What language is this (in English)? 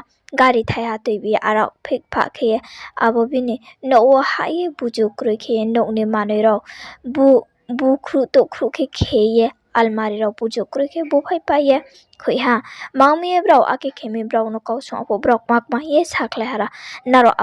Riang (India)